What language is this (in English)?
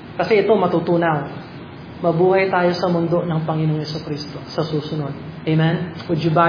Filipino